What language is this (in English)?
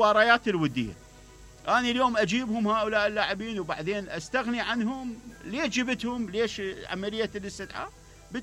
Mesopotamian Arabic